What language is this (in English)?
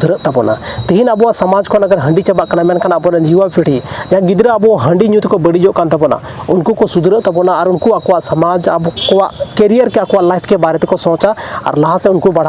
Santali